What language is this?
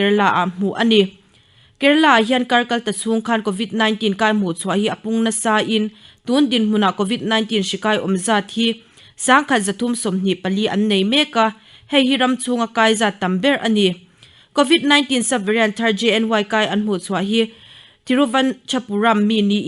Mizo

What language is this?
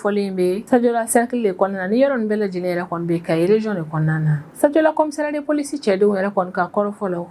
Bambara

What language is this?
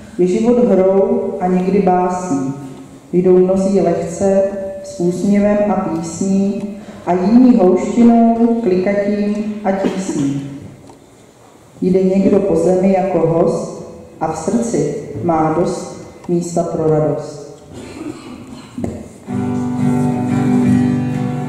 Czech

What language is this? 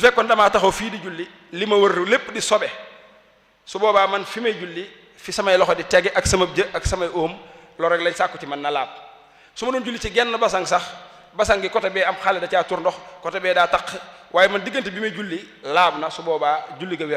Wolof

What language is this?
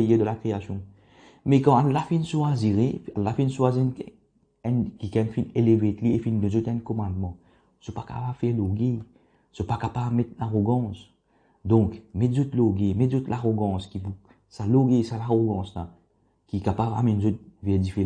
Morisyen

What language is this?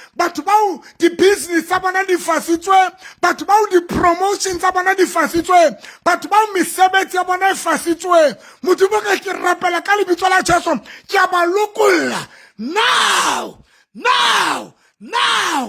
Southern Sotho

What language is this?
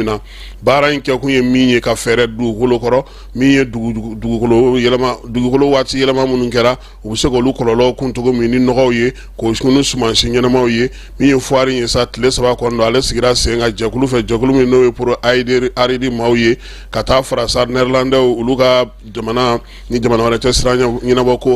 Bambara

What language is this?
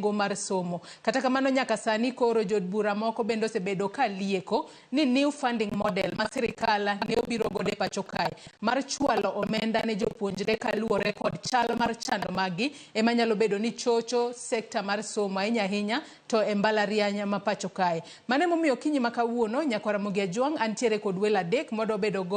Luo (Kenya and Tanzania)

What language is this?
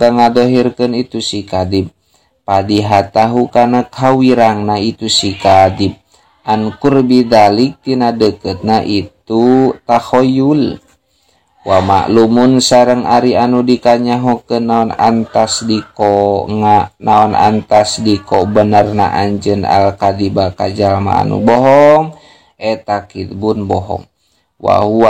Sundanese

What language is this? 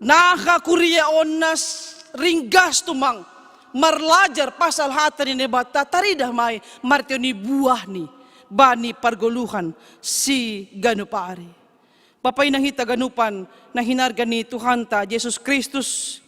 Batak Simalungun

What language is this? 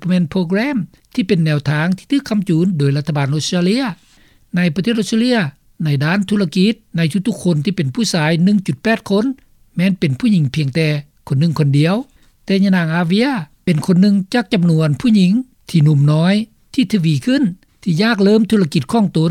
Lao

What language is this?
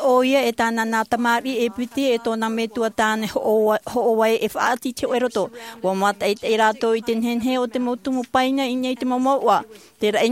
Tahitian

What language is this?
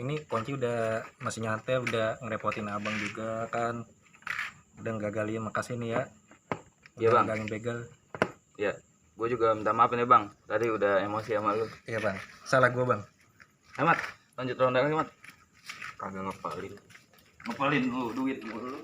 Betawi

